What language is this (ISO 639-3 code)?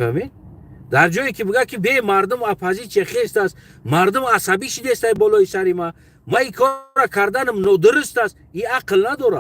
tgk